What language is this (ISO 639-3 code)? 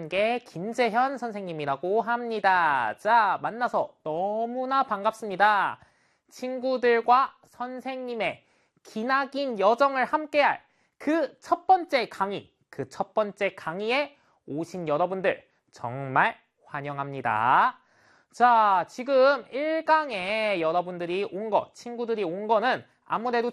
kor